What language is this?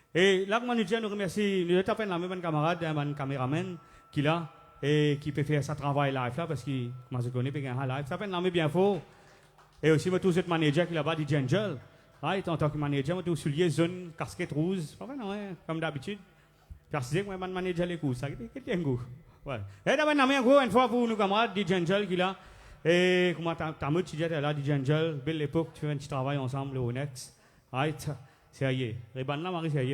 Morisyen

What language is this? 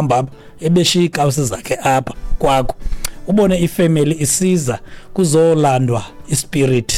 Xhosa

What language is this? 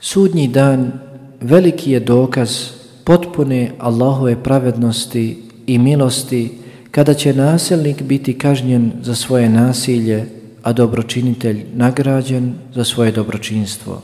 Bosnian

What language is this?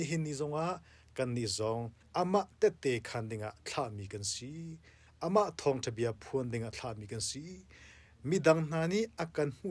Hakha Chin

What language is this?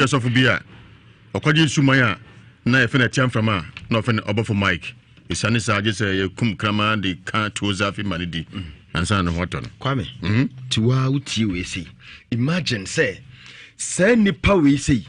Akan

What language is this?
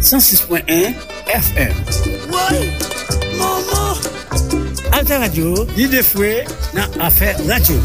Haitian Creole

